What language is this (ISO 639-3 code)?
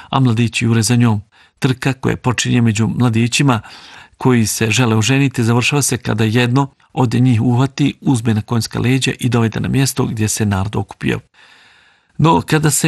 bos